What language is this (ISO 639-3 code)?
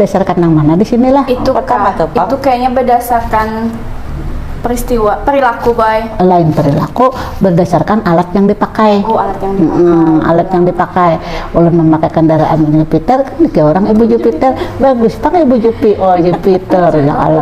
bjn